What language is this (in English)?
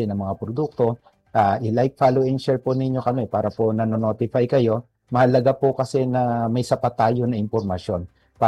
Filipino